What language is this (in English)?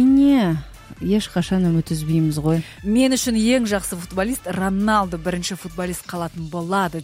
Kazakh